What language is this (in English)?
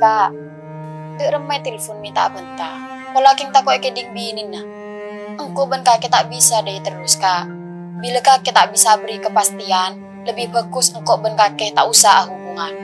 Madurese